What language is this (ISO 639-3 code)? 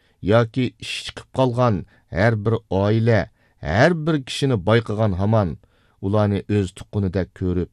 uig